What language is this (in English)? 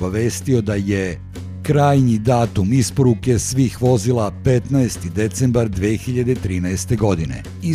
Serbian